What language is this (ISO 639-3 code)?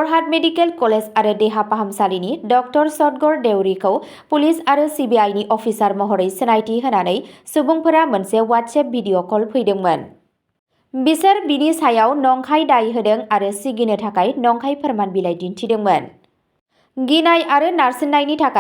brx